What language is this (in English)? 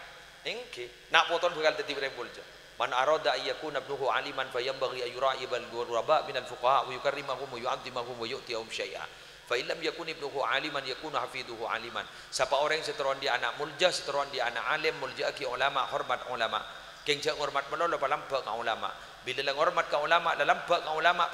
Madurese